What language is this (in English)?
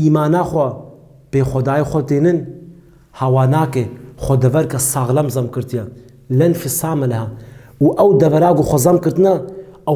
Kurdish